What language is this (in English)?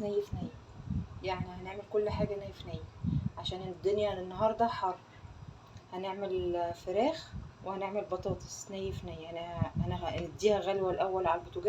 Egyptian Arabic